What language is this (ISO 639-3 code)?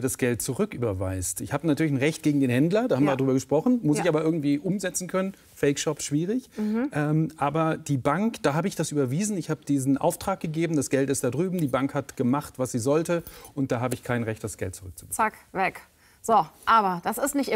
deu